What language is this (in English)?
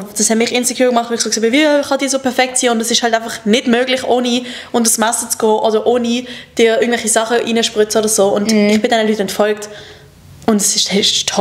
Swiss German